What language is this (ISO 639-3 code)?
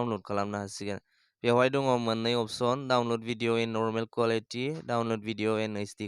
brx